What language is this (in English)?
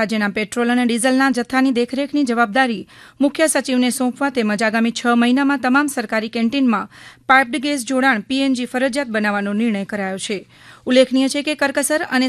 Gujarati